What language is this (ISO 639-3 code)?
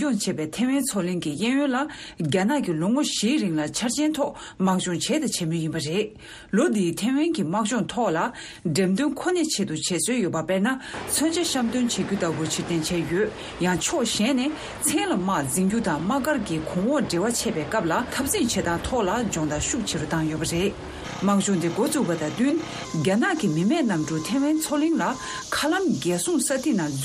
bod